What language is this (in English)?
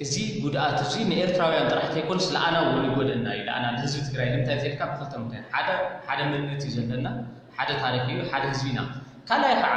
Tigrinya